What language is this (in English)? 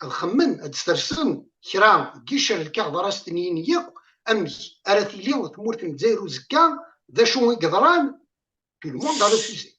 Kabyle